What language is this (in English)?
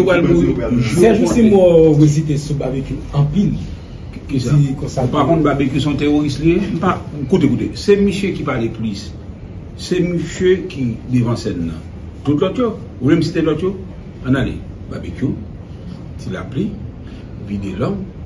Haitian Creole